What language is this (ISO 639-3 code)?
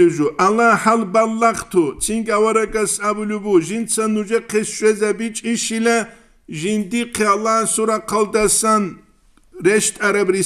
ava